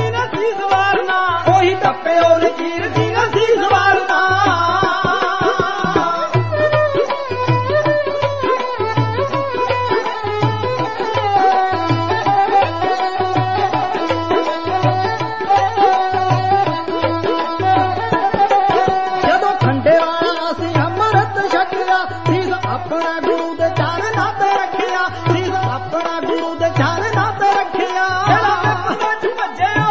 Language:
Punjabi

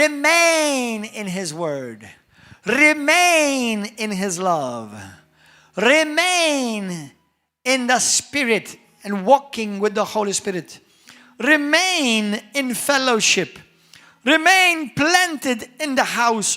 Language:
English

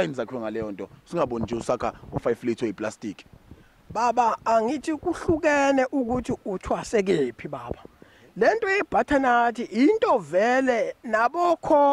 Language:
Zulu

